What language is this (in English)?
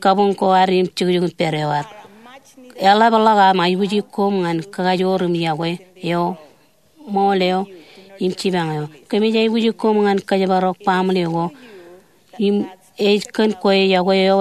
Marshallese